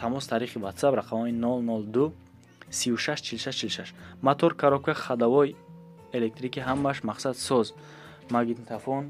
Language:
Tajik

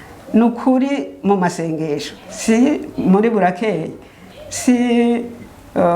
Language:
Rundi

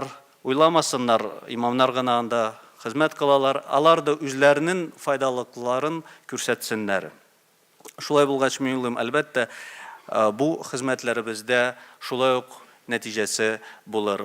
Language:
Tatar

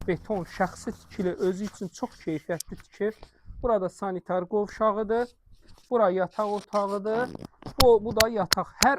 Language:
Azerbaijani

